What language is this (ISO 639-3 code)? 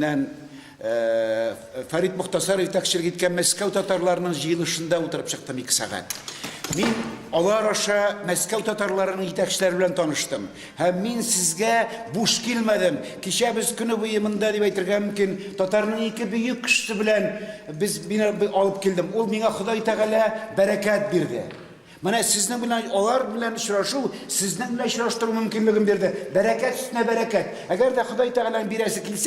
tat